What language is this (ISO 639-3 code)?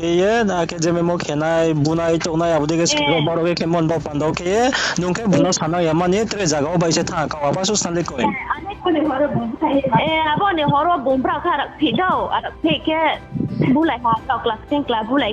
ria